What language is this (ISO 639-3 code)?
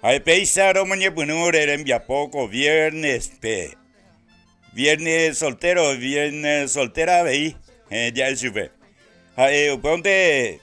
grn